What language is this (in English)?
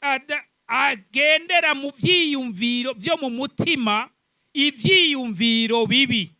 Rundi